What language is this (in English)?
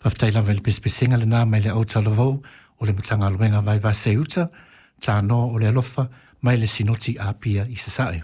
Samoan